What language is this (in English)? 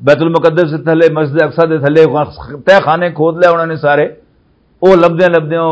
Western Panjabi